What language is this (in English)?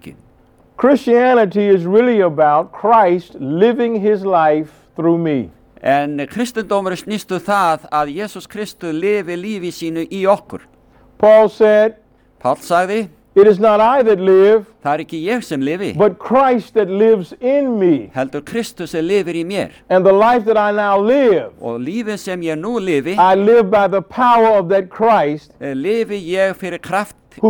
Icelandic